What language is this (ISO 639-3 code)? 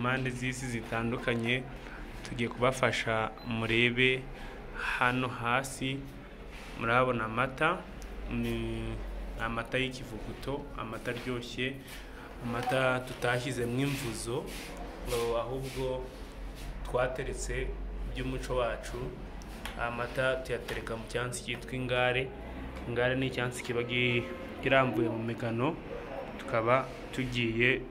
kin